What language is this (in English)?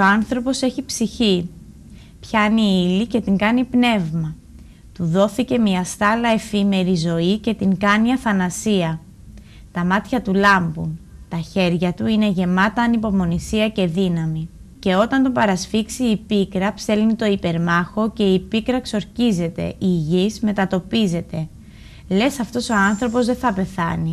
Greek